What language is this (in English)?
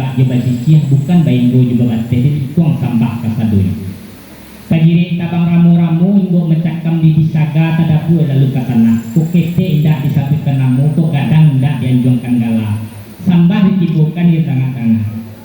Minangkabau